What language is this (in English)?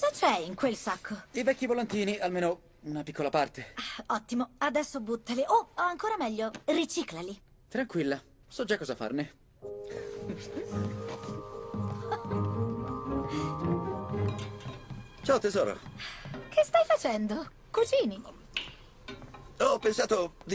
Italian